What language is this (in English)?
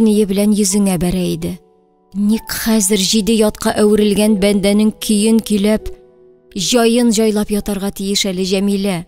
Tatar